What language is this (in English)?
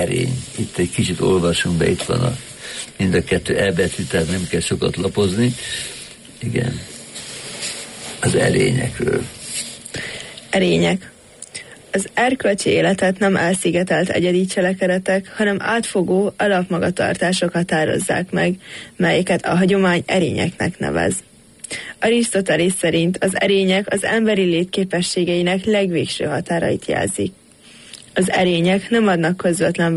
Hungarian